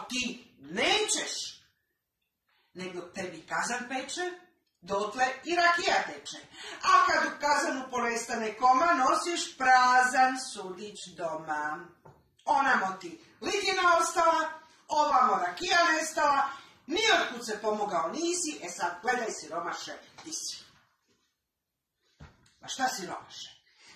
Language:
Croatian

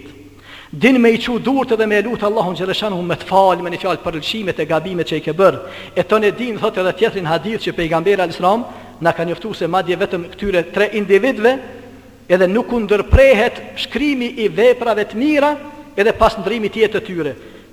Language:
Albanian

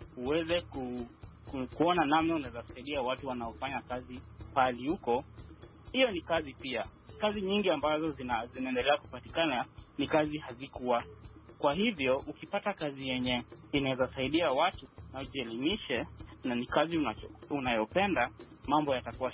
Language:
Swahili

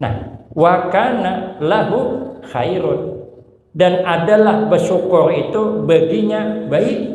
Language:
Banjar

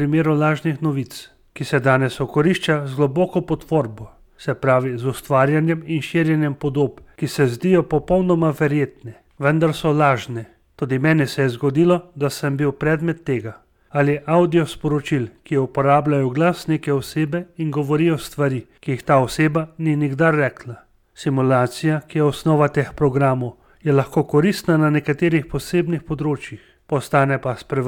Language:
Slovenian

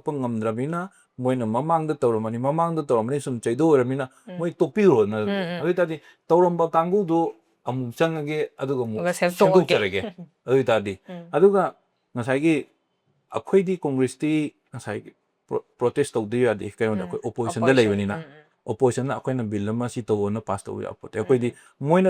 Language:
Manipuri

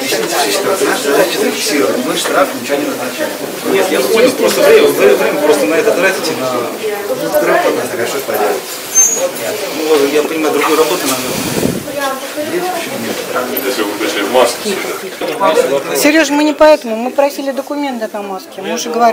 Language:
Russian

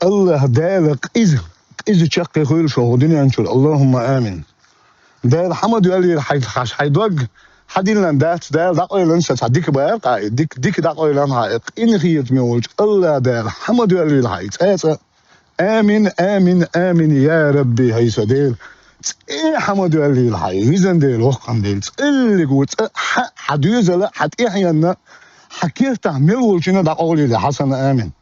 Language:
Chechen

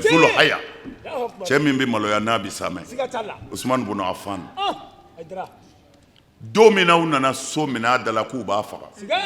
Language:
Bambara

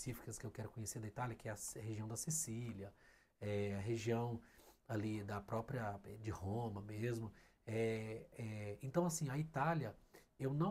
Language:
Portuguese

